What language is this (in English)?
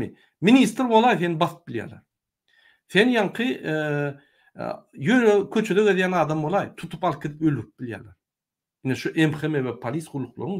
Turkmen